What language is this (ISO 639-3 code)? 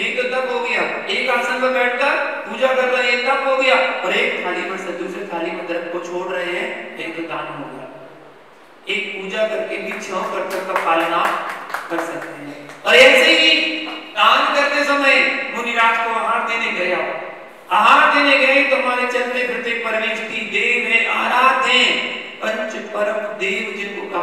hin